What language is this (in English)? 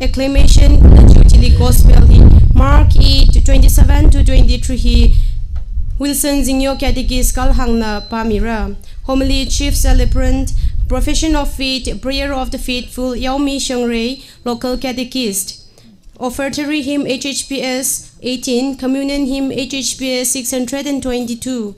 Tangkhul Naga (India)